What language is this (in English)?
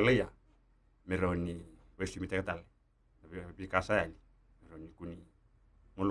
Fijian